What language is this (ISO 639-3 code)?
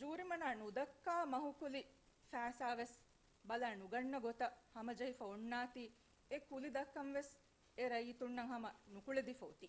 div